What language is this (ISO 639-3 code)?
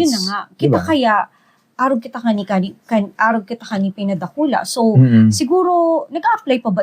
bik